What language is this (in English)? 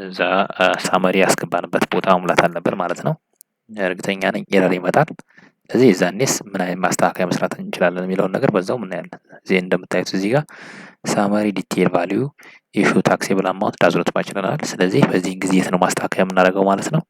Amharic